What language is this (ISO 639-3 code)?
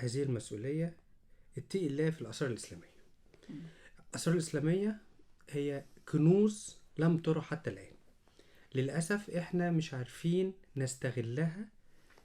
arz